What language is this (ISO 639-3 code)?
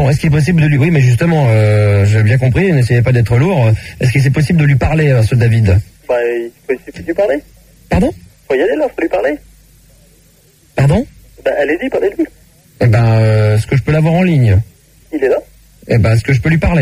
fra